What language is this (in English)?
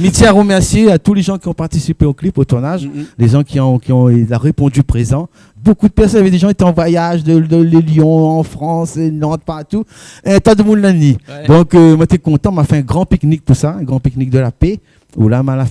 Réunion Creole French